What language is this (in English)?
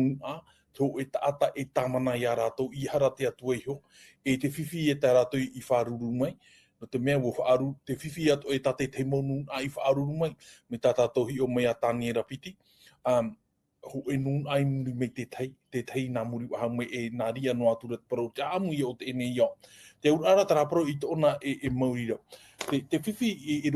Tahitian